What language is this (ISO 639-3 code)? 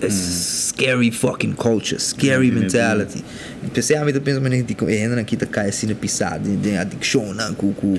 pap